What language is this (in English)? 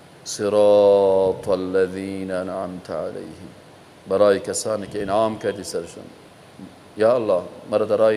Persian